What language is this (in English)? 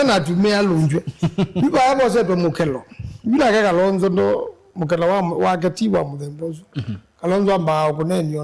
Kamba